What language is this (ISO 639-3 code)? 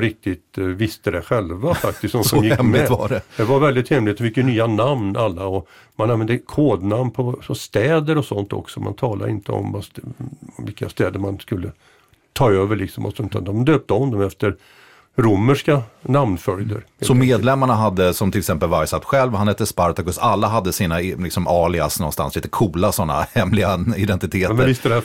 swe